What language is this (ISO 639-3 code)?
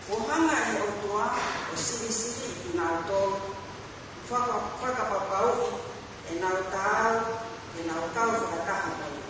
ton